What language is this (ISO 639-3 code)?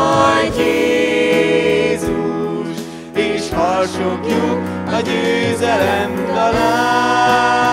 hun